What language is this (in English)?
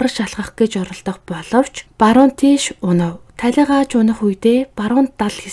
Mongolian